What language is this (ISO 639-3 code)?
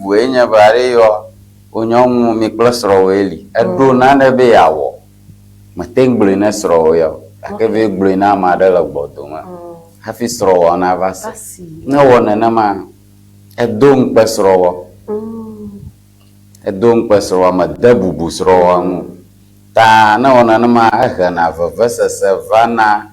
ewe